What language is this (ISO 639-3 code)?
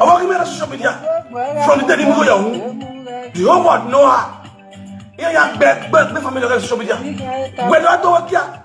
pcm